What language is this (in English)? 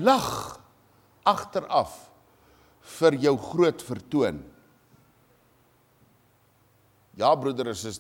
Afrikaans